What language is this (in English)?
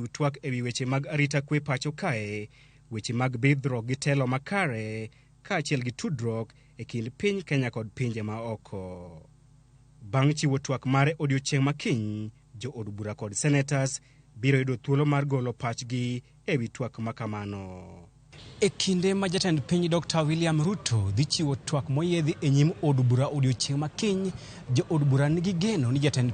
Luo (Kenya and Tanzania)